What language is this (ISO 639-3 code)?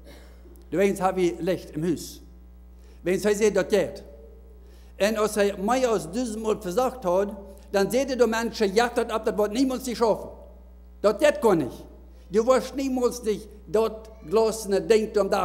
pdt